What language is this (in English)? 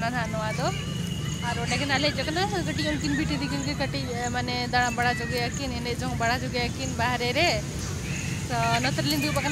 Santali